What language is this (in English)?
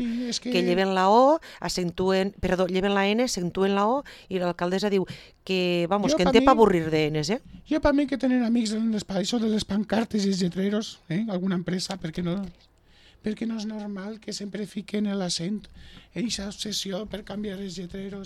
Catalan